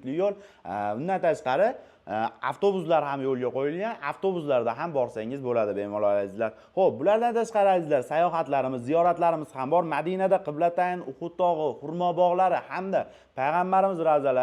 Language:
Uzbek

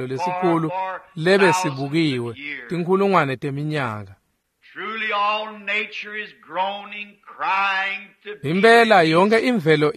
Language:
Swati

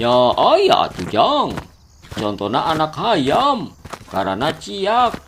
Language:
Sundanese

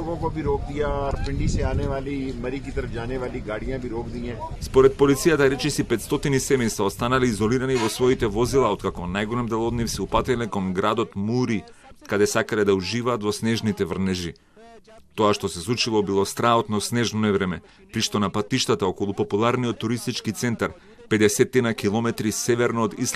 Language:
Macedonian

